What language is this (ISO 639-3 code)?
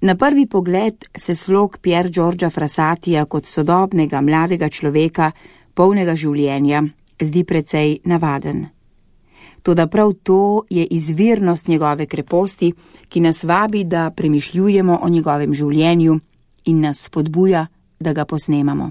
slv